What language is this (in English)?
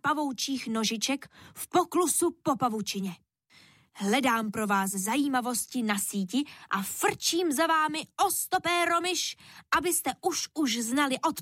Czech